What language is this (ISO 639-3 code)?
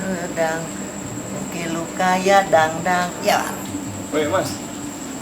bew